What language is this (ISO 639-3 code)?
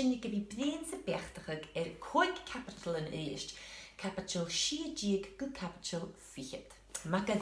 gla